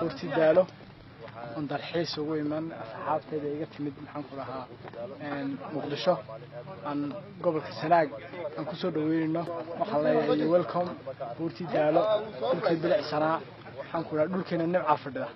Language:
Somali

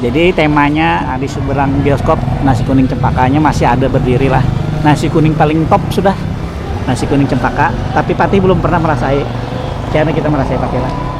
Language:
Banjar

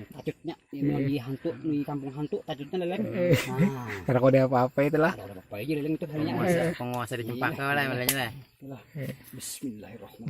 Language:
Banjar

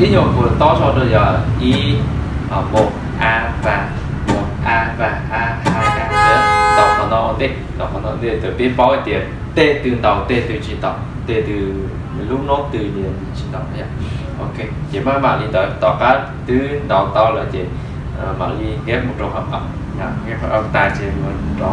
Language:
Hmong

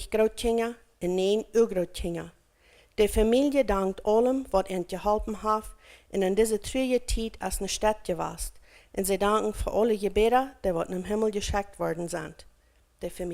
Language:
Plautdietsch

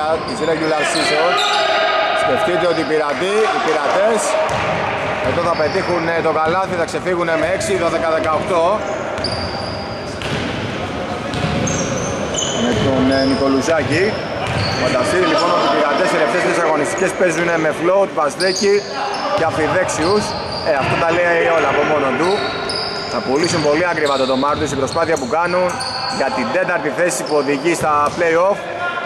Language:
Greek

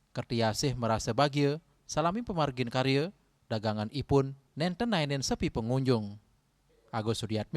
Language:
Balinese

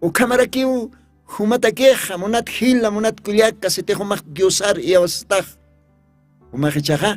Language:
Aymara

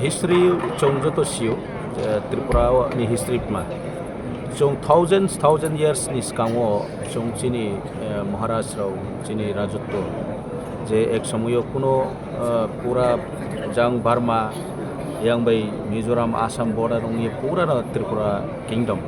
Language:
Kok Borok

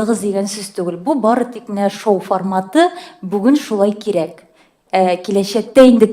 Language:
Tatar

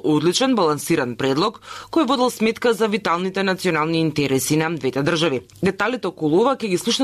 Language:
Macedonian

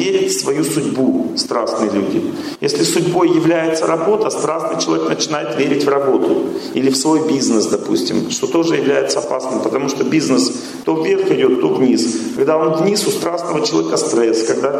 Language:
Russian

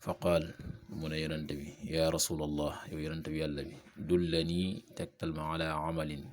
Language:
Wolof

